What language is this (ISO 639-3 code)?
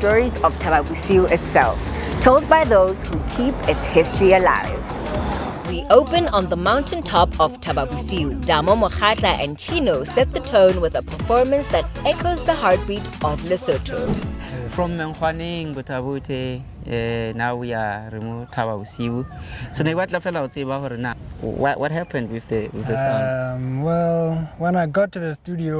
sot